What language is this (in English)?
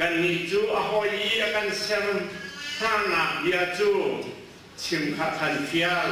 Hakha Chin